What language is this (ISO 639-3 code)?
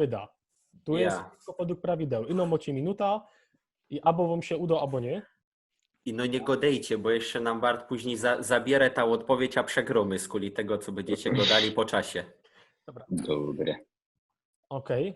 szl